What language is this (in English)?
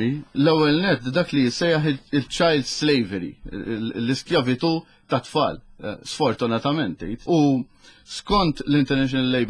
Maltese